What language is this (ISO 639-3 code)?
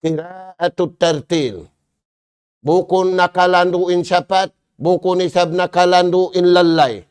tsg